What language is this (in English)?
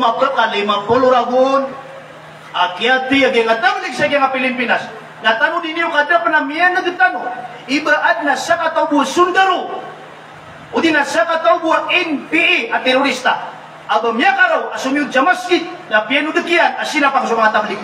Maranao